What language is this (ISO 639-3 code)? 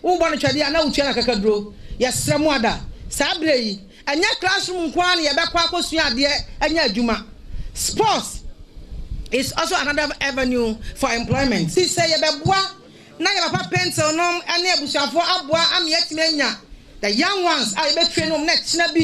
aka